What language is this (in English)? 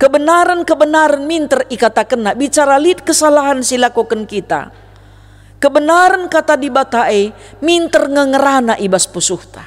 Batak Karo